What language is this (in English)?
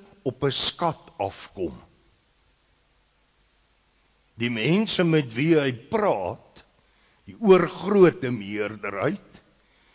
Afrikaans